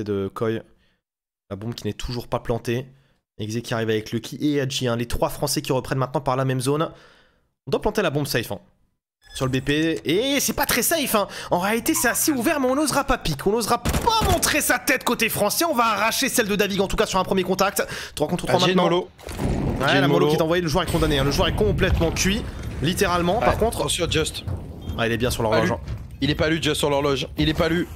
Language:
French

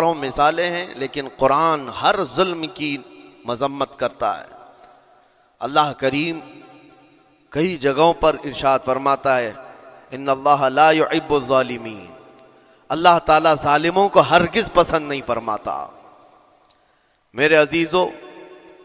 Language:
Urdu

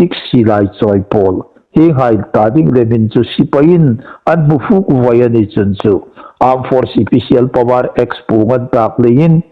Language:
Hmar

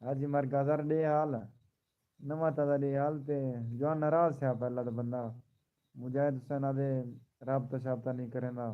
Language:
Saraiki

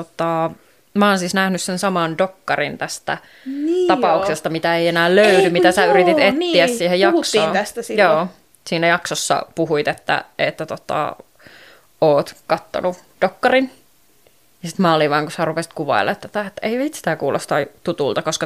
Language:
Finnish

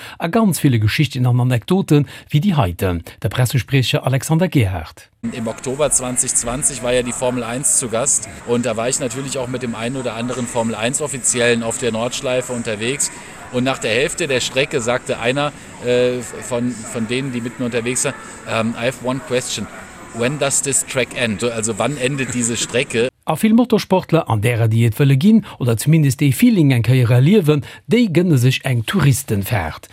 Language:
Luxembourgish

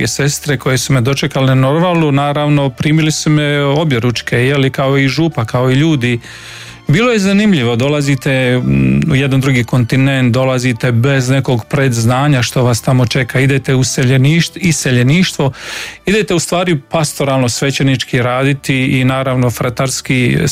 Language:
Croatian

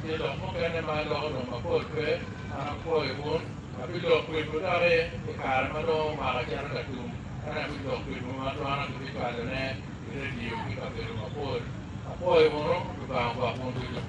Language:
Acoli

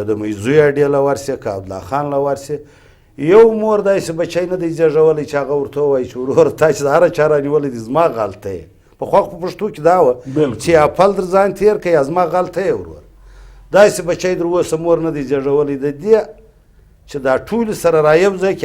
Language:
Pashto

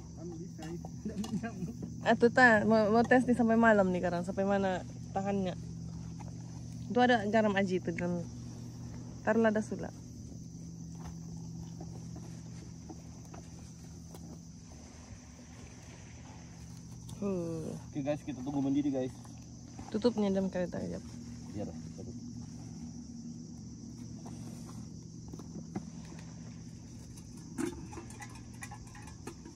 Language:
Malay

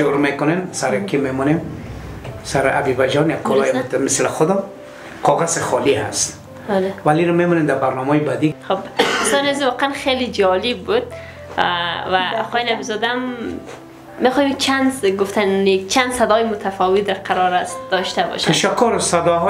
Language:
Persian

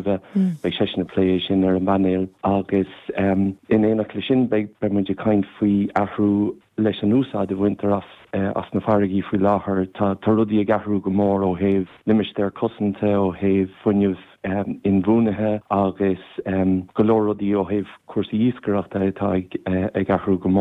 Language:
Irish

